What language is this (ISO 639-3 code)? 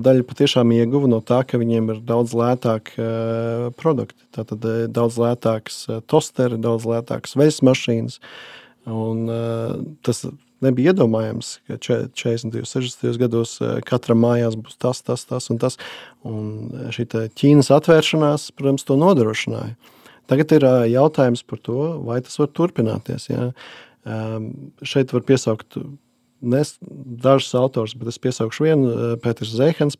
lav